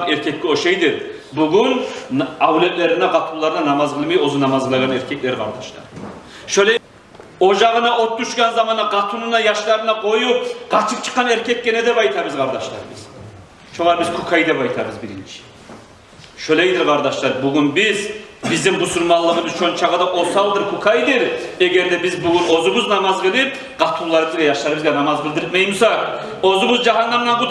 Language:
Kumyk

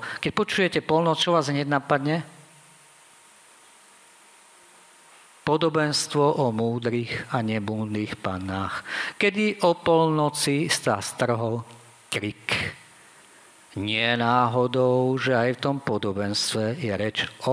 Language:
Slovak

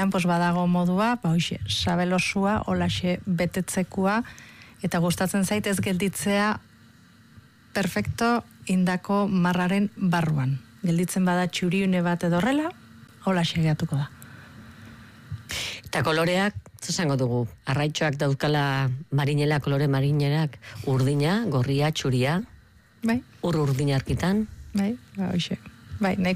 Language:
Basque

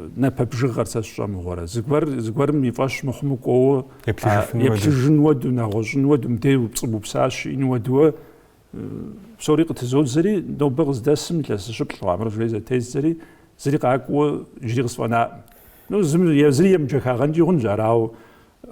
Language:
Kabardian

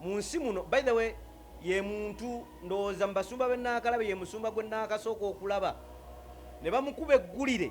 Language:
Ganda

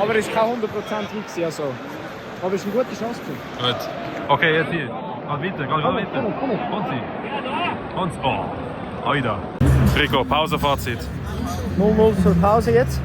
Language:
Swiss German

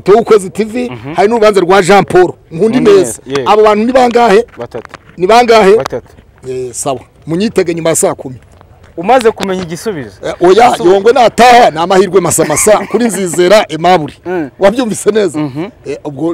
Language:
Kinyarwanda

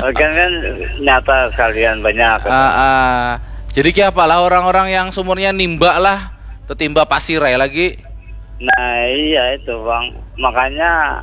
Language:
Banjar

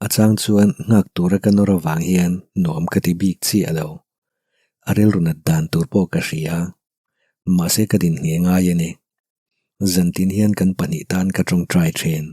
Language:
Mizo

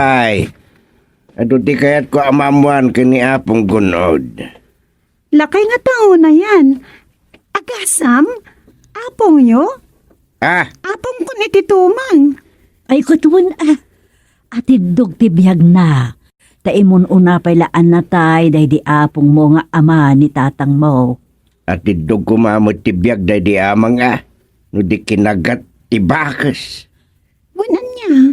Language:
Iloko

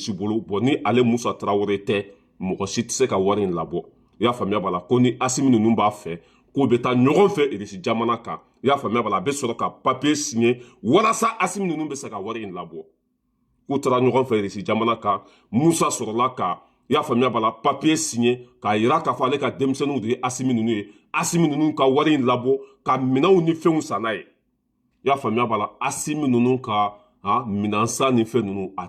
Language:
Bambara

